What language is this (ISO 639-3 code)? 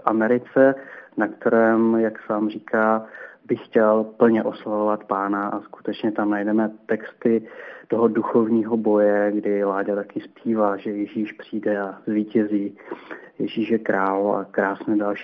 ces